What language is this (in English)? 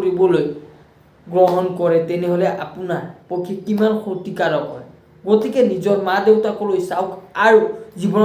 Assamese